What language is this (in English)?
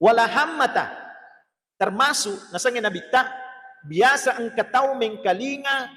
Buginese